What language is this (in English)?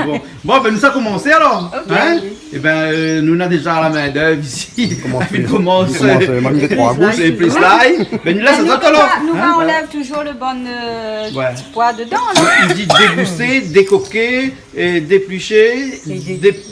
Réunion Creole French